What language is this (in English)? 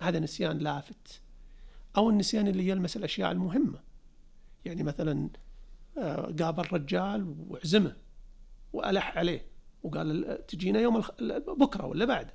Najdi Arabic